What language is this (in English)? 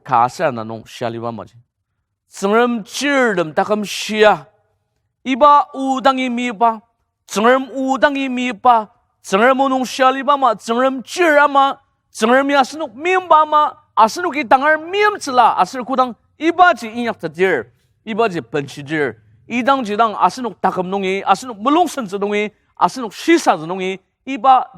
Ao Naga